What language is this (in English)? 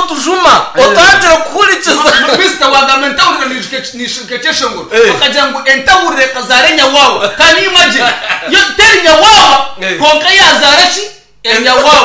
Nyankole